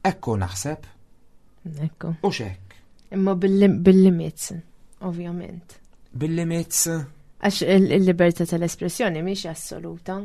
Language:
Maltese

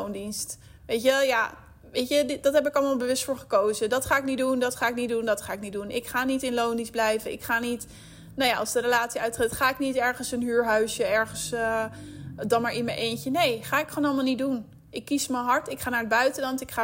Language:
Dutch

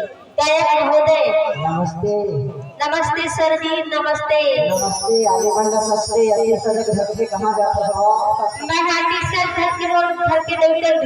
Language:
Chhattisgarhi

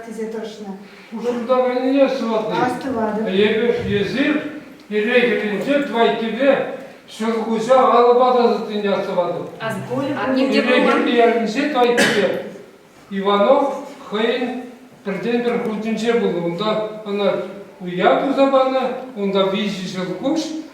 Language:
Chuvash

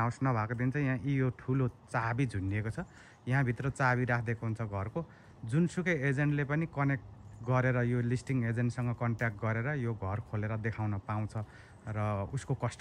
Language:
Nepali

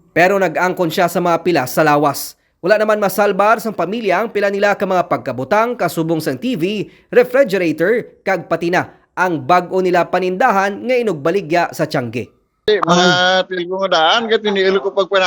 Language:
Hiligaynon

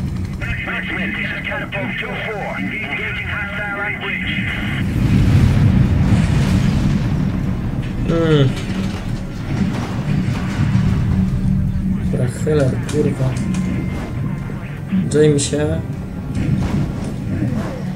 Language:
Polish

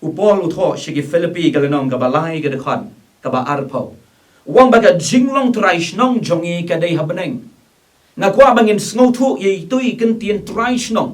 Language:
Khasi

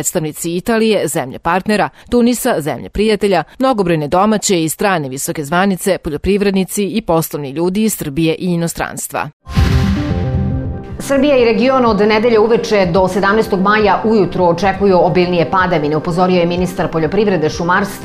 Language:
Serbian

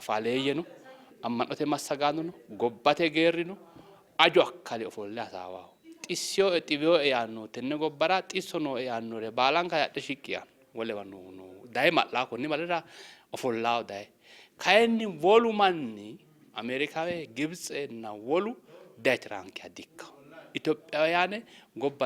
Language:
Sidamo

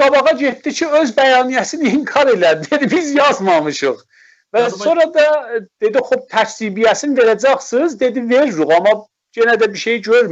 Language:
South Azerbaijani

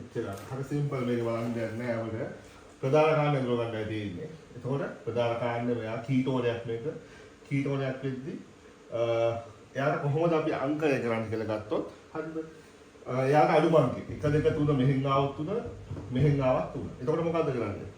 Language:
Sinhala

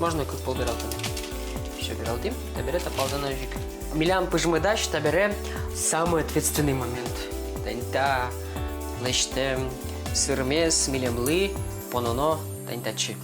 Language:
Udmurt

